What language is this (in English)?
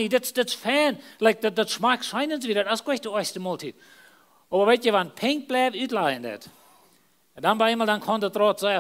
Plautdietsch